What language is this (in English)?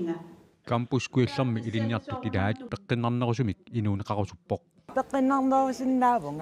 Kalaallisut